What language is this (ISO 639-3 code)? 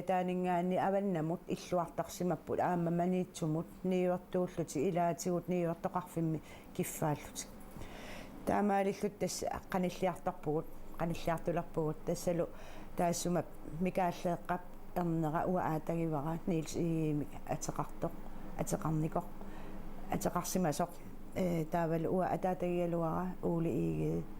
kal